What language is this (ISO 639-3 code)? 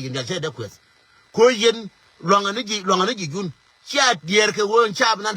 nus